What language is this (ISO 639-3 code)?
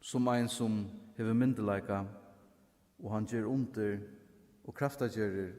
fao